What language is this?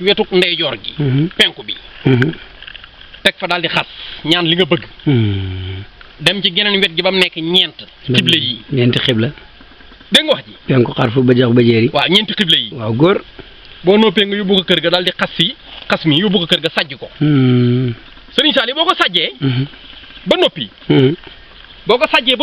Wolof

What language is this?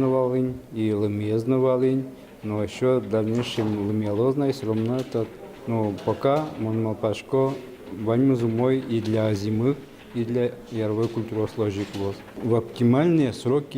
Udmurt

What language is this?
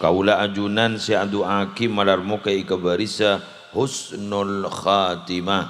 Madurese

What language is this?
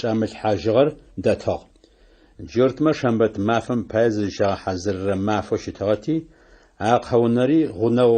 Adyghe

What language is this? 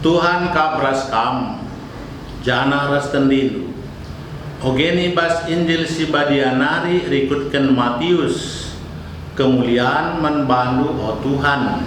Batak Karo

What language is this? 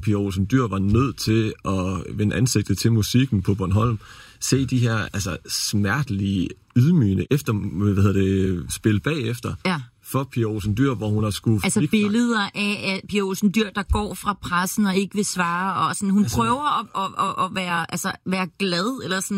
Danish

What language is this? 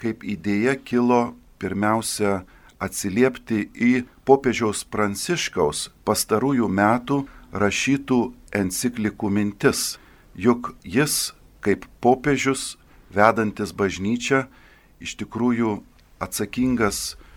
Lithuanian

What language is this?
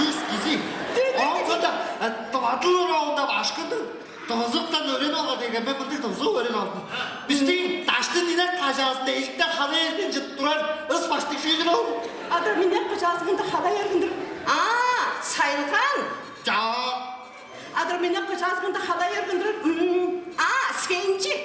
Tuvinian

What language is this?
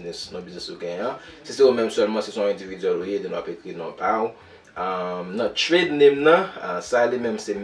Haitian Creole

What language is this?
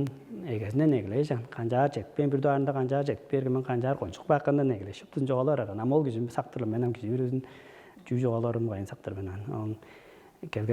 Tuvinian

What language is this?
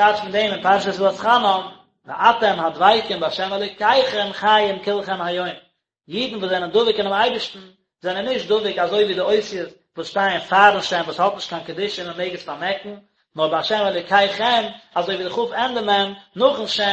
Yiddish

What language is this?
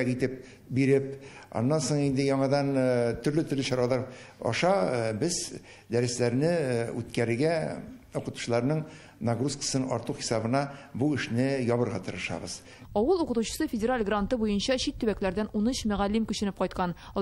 Tatar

